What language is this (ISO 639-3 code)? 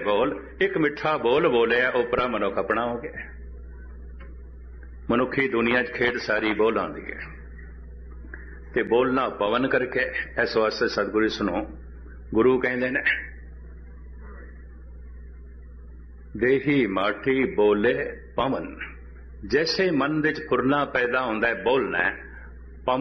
pan